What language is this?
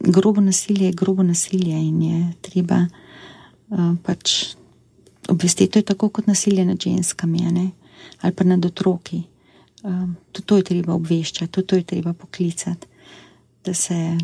Slovenian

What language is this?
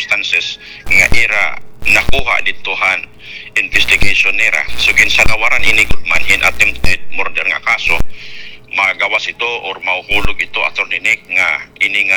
Waray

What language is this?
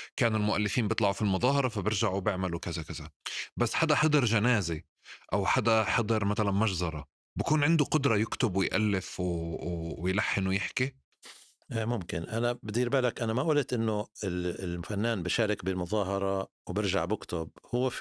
North Levantine Arabic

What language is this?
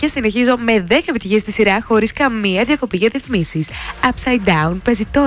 Greek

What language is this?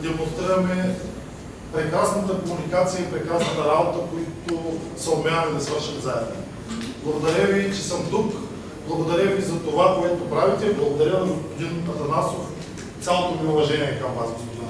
Bulgarian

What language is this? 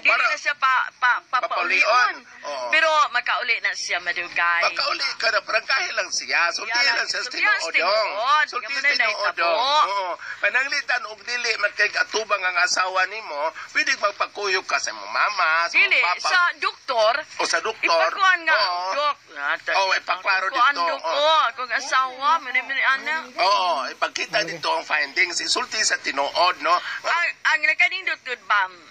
Cebuano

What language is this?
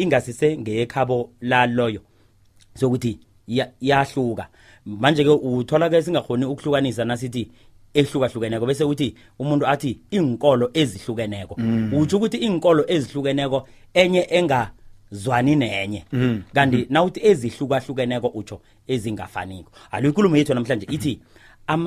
South Ndebele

